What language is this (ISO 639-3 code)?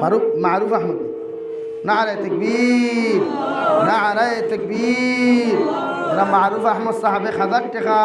syl